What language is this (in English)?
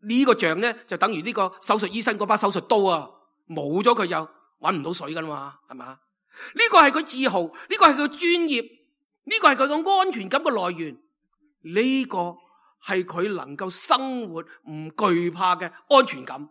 Cantonese